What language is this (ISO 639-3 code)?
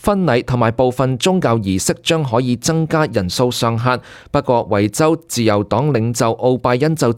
yue